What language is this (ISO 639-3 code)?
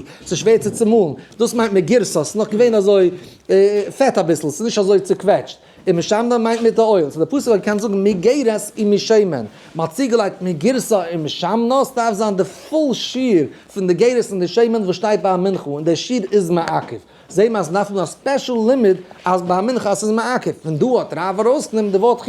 yid